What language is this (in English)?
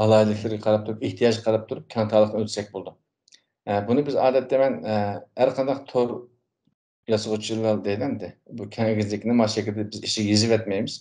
Uyghur